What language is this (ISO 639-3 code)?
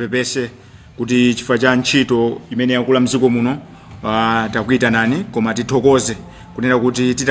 nya